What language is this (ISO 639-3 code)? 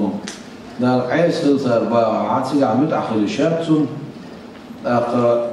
che